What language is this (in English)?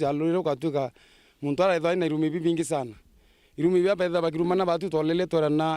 Meru